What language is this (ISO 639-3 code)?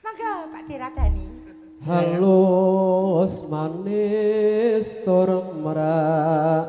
jav